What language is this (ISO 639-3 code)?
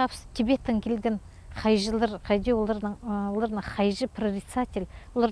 kjh